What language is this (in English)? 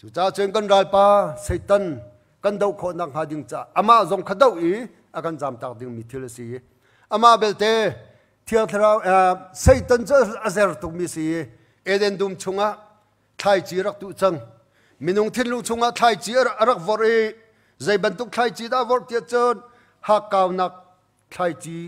Hakha Chin